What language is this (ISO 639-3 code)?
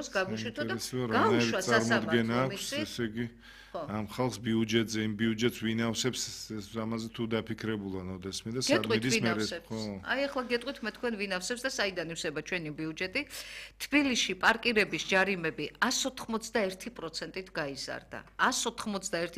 kat